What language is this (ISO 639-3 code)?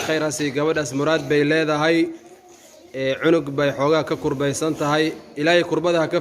som